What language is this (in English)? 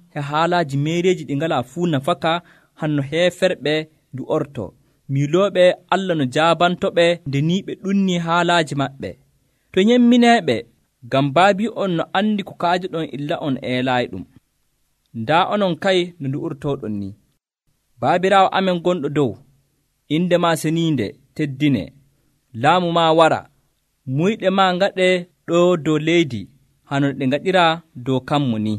Nigerian Fulfulde